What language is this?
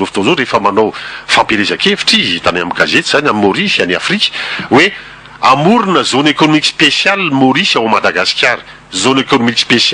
Malagasy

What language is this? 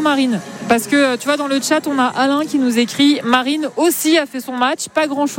French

